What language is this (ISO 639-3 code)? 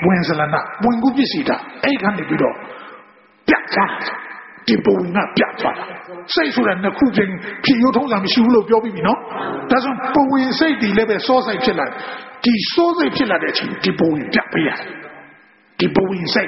mya